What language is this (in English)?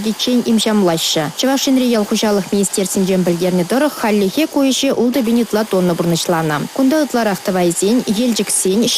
Chuvash